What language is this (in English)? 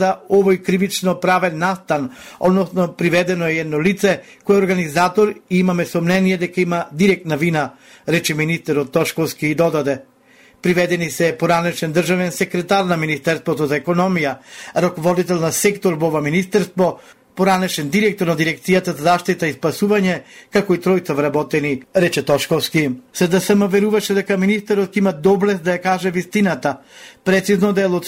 Macedonian